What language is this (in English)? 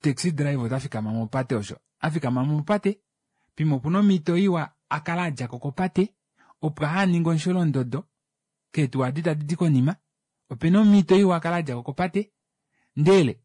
Kuanyama